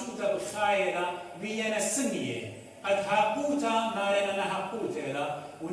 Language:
Assyrian Neo-Aramaic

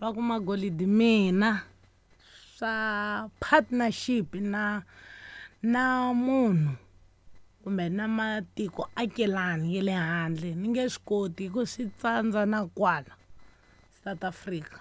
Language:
Tsonga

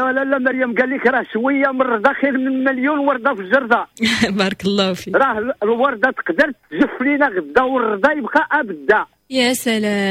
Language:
Moroccan Arabic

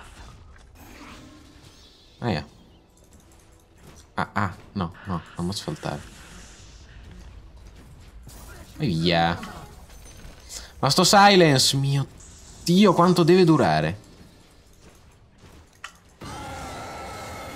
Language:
Italian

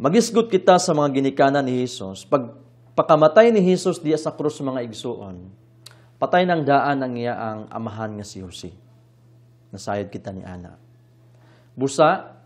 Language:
Cebuano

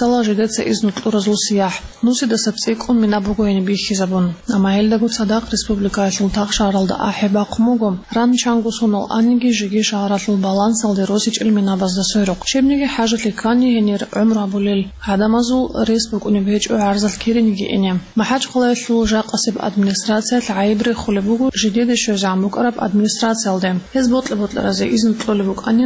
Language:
Avaric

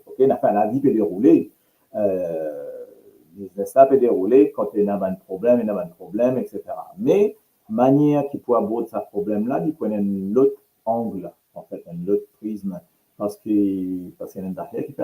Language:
Morisyen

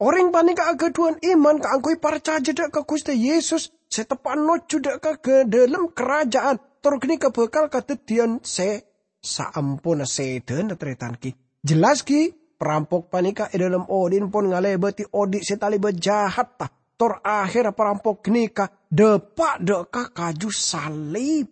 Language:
Madurese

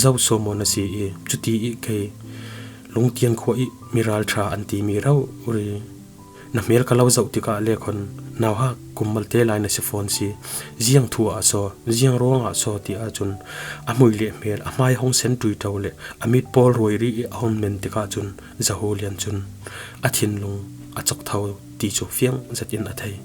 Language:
Falam Chin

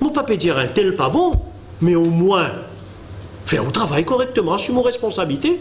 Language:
Morisyen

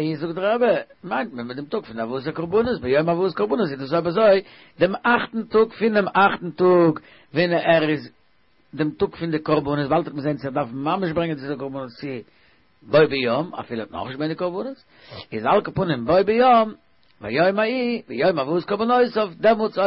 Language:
Yiddish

